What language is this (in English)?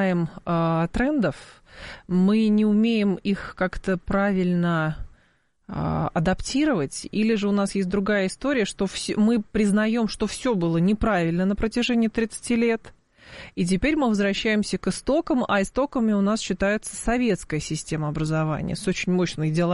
Russian